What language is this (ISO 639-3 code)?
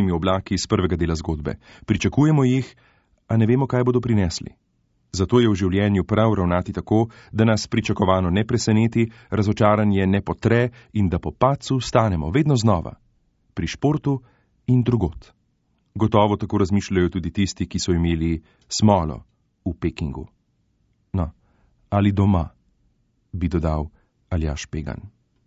slv